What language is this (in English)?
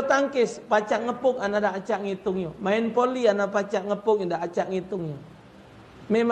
Musi